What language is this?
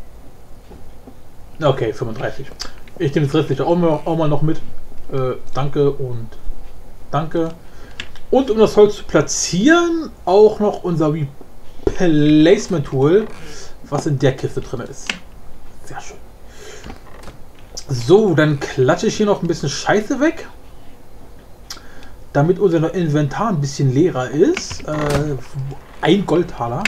German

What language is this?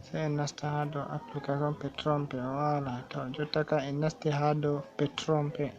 Fula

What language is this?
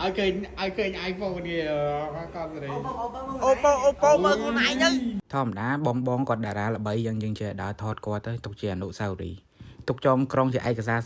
Khmer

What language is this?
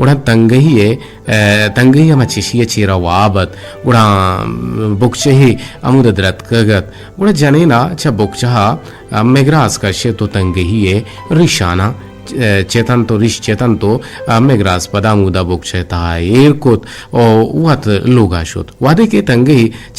Eastern Balochi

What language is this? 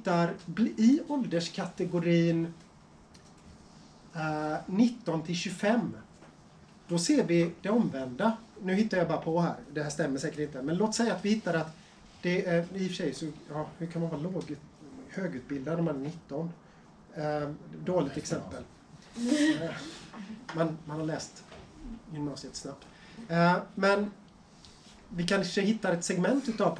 Swedish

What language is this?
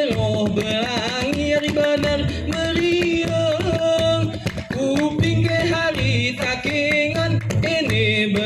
Gayo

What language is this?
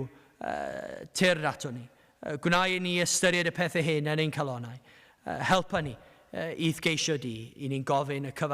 Welsh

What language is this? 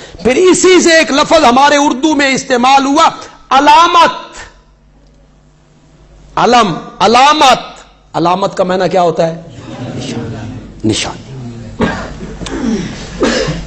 Urdu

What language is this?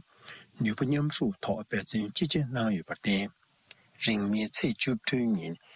Tibetan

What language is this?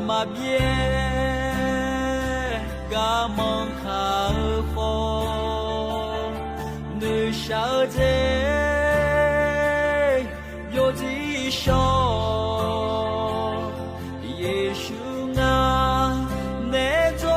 Akha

